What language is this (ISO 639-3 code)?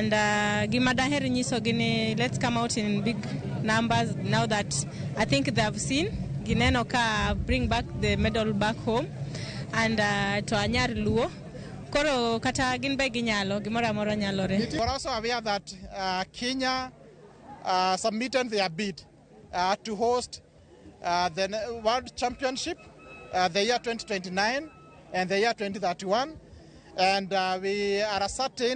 luo